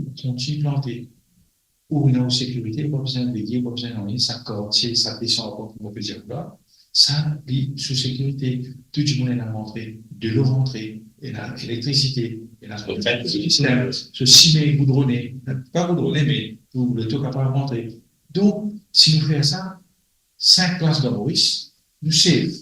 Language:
Morisyen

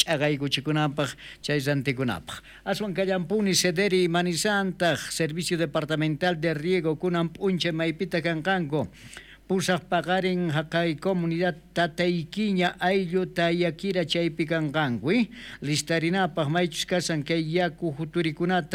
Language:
South Bolivian Quechua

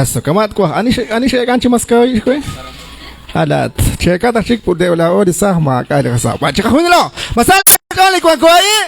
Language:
Kekchí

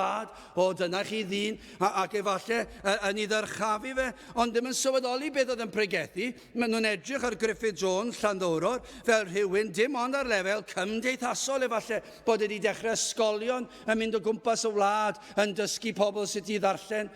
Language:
Welsh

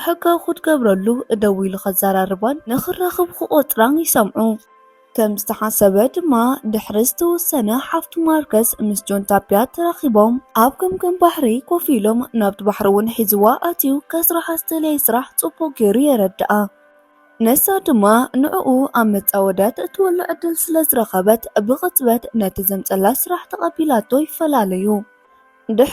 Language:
Tigrinya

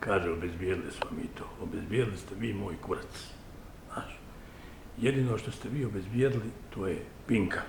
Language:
Bosnian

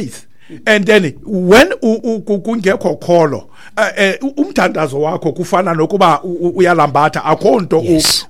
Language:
Xhosa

